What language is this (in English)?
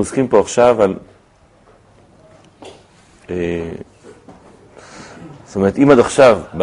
Hebrew